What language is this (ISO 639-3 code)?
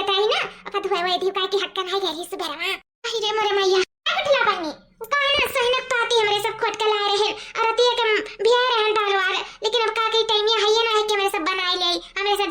awa